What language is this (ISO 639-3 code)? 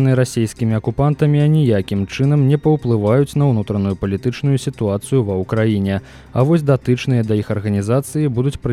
bel